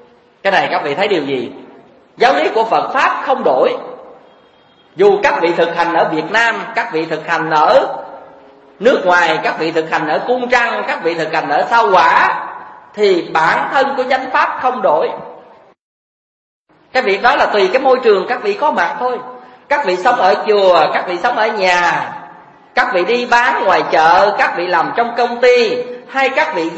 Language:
Vietnamese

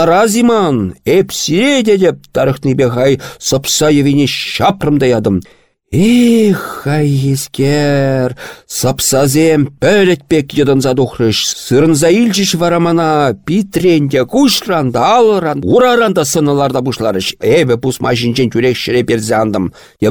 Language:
Chuvash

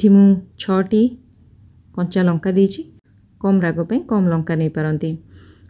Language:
Odia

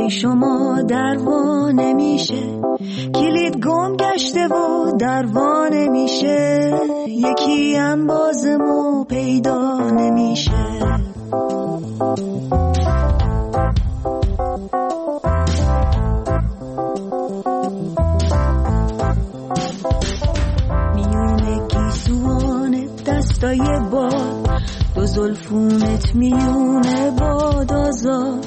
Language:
Persian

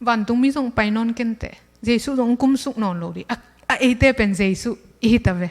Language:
Tedim Chin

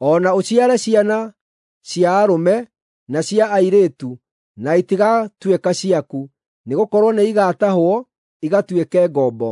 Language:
Kikuyu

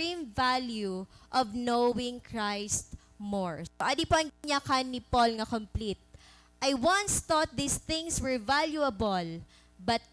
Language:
Waray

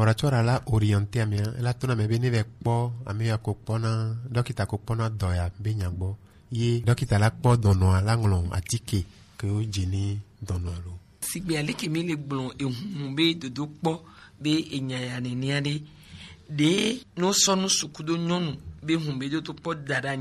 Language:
Gen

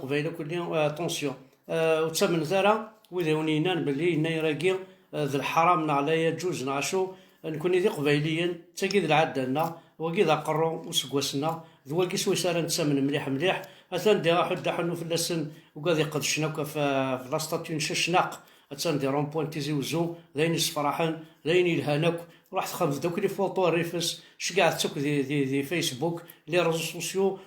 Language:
Kabyle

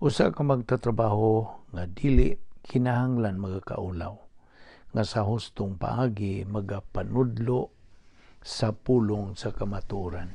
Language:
Cebuano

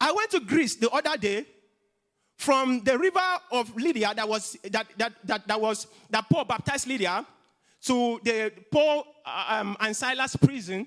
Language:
English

